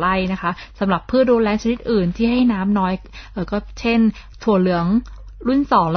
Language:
Thai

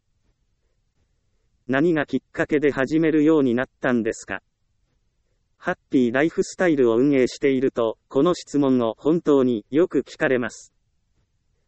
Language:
Japanese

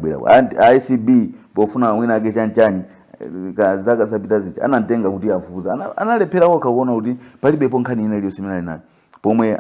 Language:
Nyanja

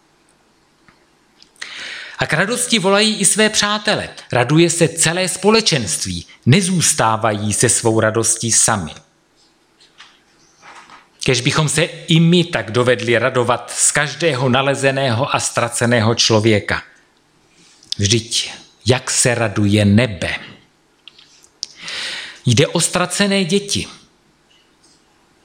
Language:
Czech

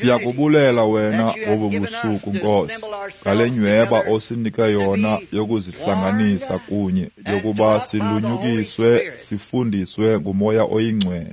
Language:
Xhosa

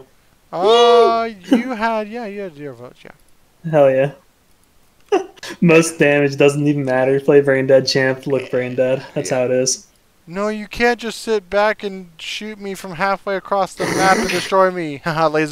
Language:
English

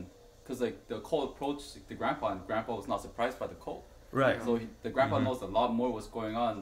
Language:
English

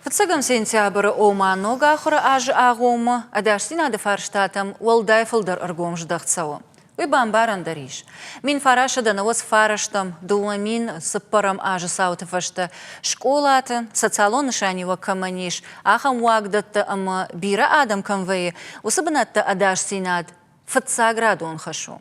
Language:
Ossetic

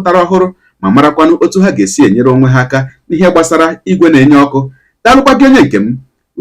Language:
Igbo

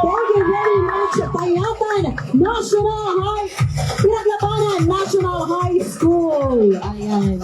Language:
Hiligaynon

